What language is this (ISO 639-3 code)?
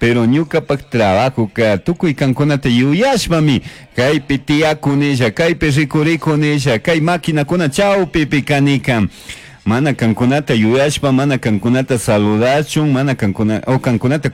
qug